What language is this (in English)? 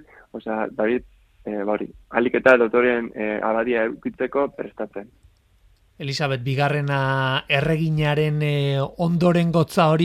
Basque